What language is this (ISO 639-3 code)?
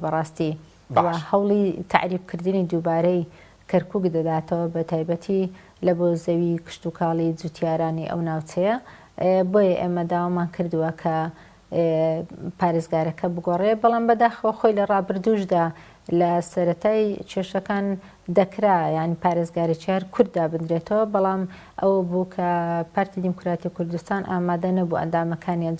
ckb